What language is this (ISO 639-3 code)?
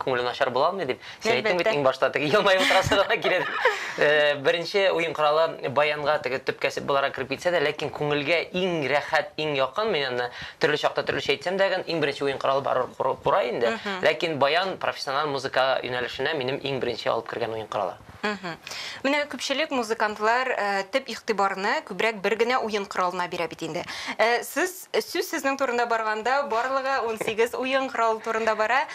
tat